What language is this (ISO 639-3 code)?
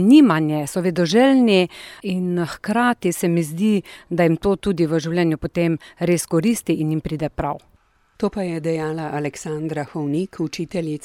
slv